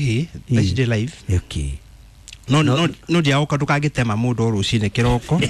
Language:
Kikuyu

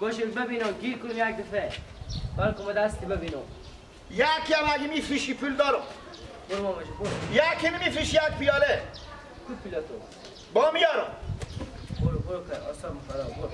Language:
Persian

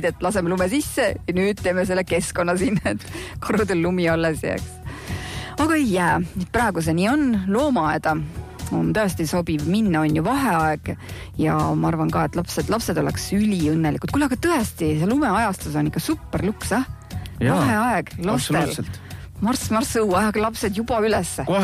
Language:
Estonian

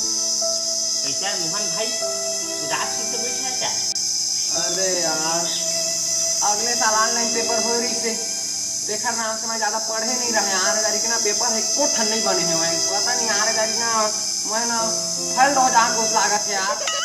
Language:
Chhattisgarhi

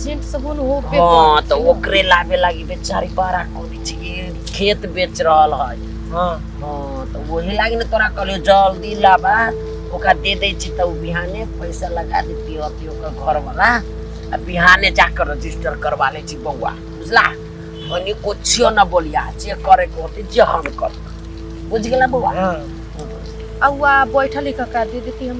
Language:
Maithili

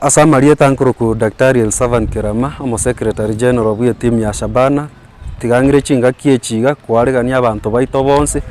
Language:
Gusii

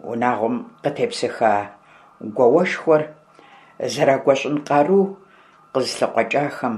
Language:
Kabardian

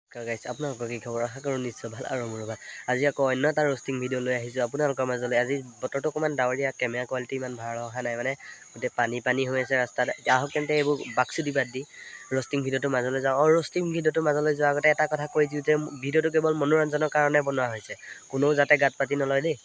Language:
Assamese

